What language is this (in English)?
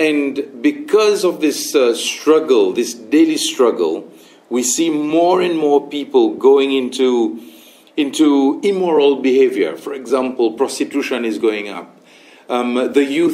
Seselwa Creole French